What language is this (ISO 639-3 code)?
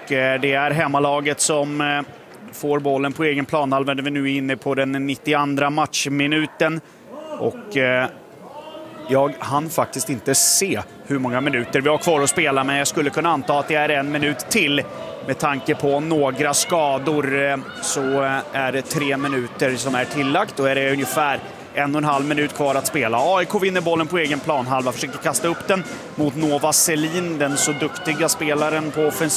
swe